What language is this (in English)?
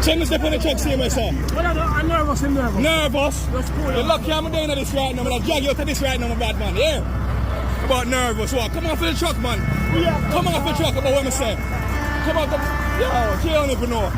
Jamaican Creole English